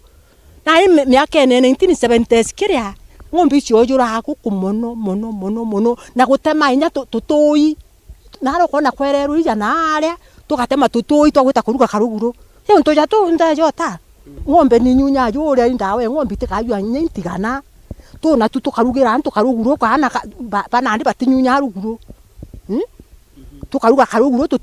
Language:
Meru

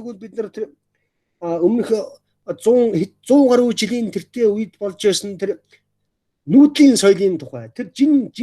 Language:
Mongolian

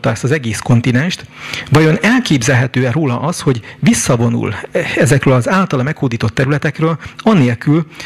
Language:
Hungarian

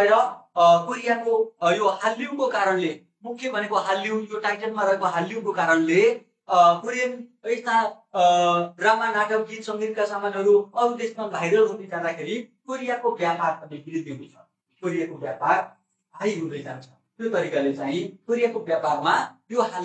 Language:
Nepali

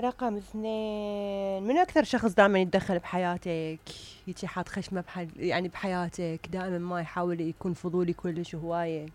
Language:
Mesopotamian Arabic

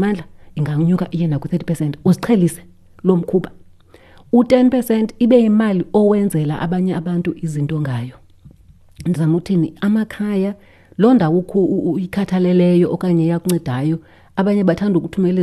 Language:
Xhosa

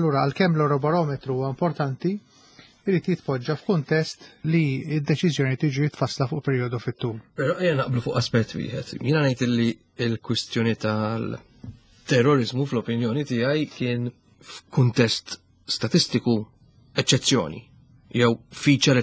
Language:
Maltese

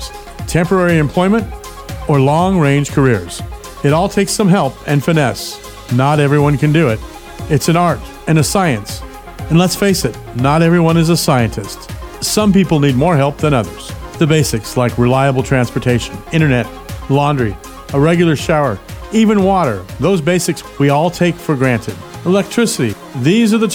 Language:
English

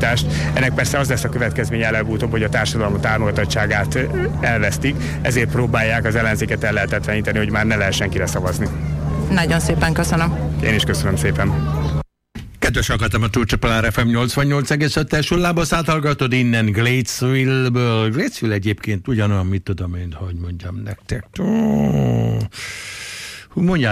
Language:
Hungarian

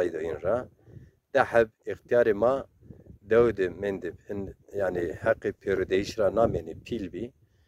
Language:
Zaza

